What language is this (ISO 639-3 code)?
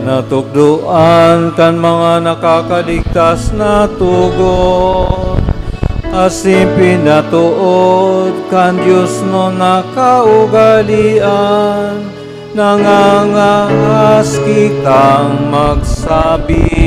bik